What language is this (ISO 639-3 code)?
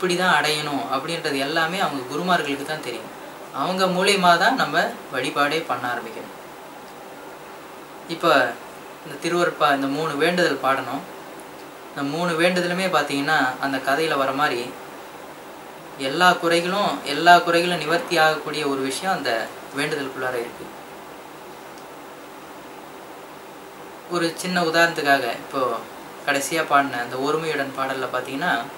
tam